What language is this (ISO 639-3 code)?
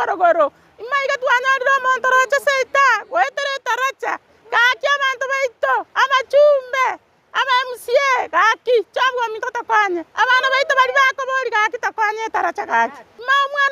guz